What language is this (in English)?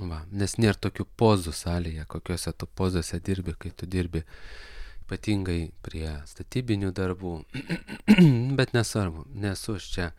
Lithuanian